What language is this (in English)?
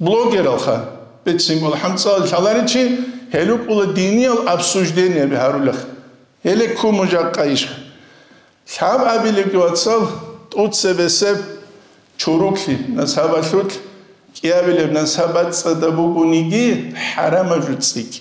Avaric